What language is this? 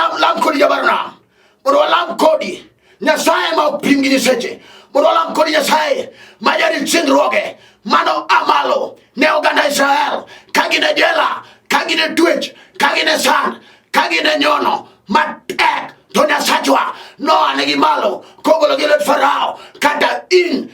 Luo (Kenya and Tanzania)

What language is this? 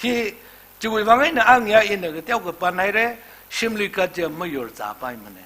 Tangkhul Naga (India)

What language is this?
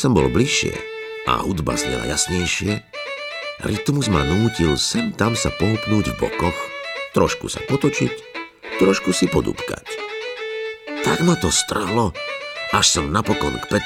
Slovak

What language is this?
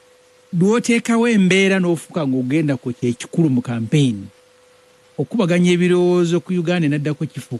Ganda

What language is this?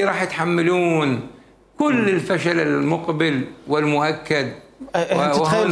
Mesopotamian Arabic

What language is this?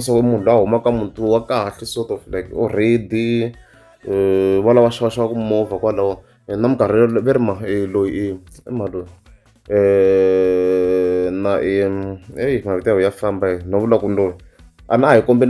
Tsonga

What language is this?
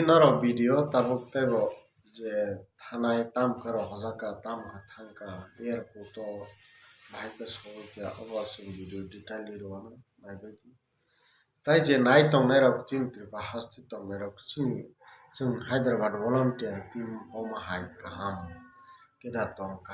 Kok Borok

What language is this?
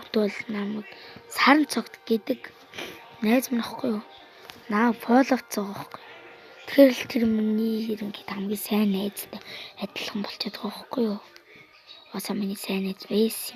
Mongolian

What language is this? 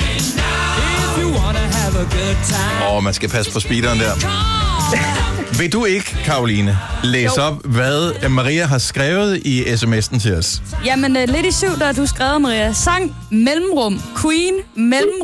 Danish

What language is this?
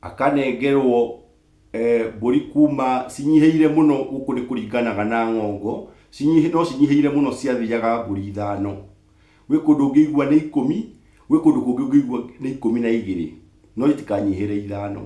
Kikuyu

